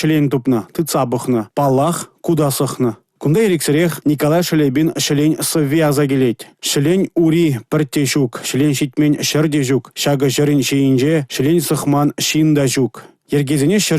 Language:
Chuvash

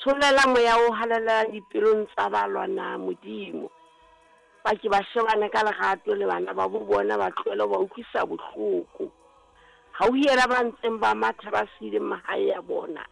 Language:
Southern Sotho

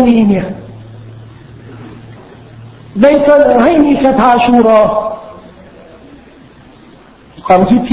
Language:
Thai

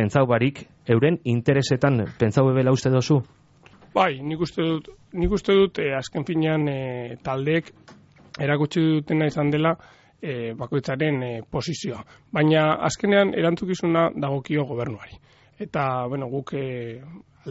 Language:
Basque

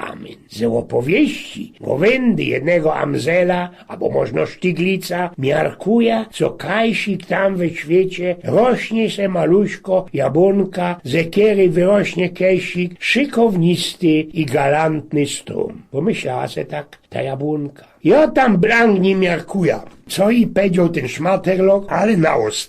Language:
Silesian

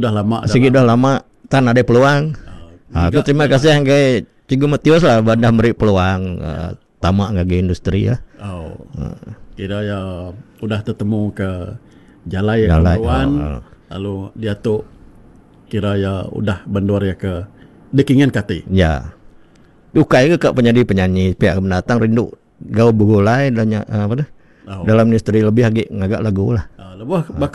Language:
Iban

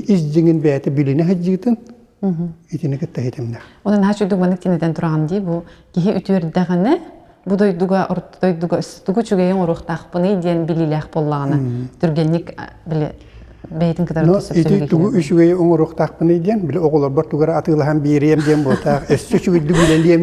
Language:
Yakut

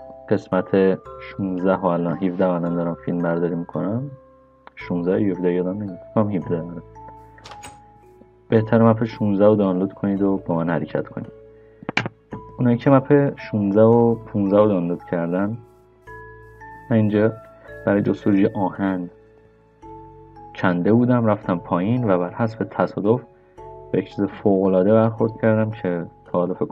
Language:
Persian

